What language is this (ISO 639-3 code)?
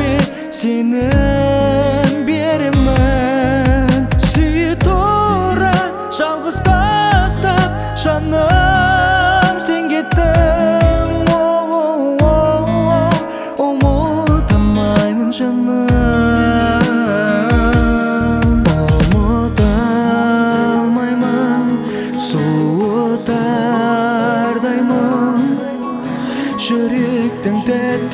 kaz